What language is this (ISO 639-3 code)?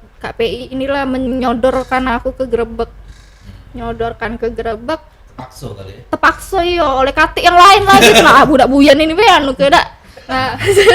mui